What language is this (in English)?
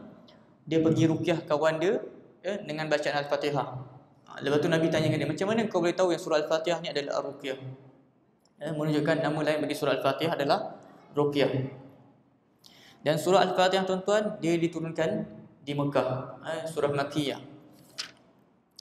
Malay